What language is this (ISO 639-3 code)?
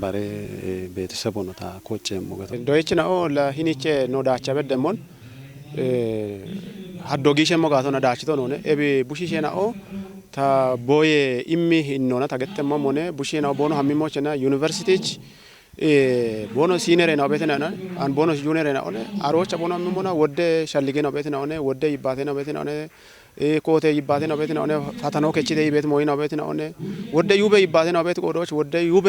kbr